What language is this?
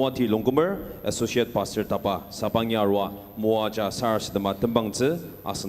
Ao Naga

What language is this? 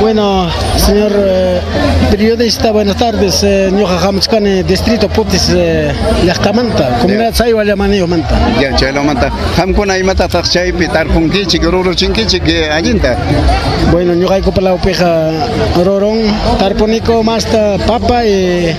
Ayacucho Quechua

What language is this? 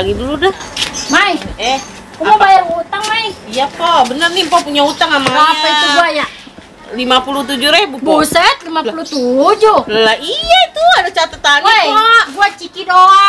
Betawi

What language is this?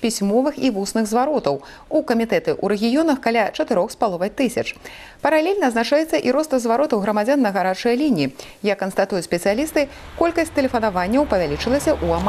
Belarusian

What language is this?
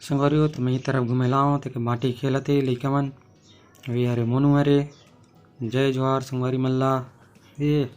Chhattisgarhi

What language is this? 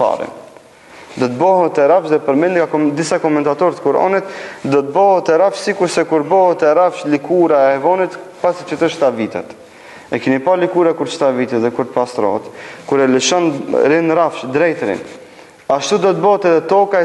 Albanian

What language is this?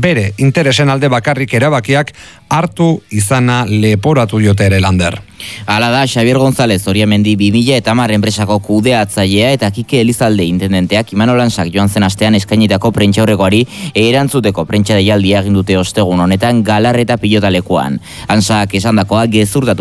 Basque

